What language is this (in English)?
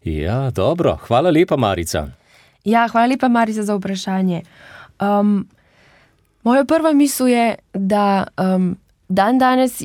Slovenian